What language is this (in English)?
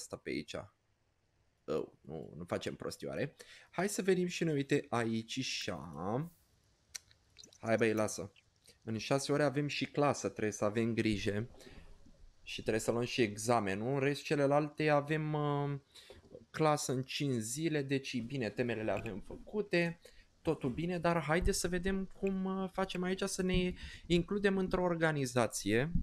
Romanian